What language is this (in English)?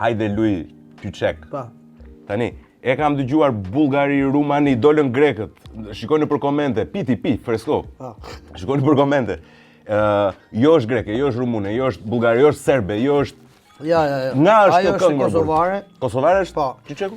Albanian